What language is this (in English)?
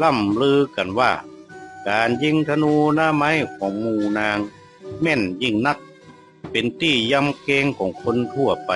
Northern Thai